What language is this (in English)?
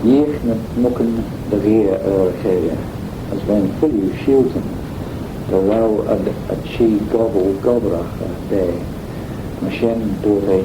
Manx